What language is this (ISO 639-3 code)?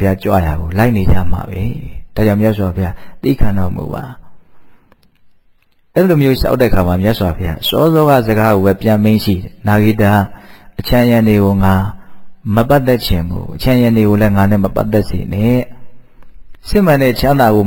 mya